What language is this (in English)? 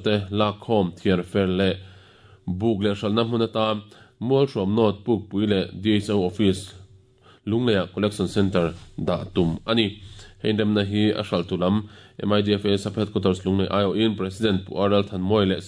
Mizo